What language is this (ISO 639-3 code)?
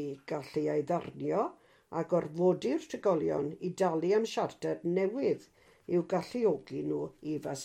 cym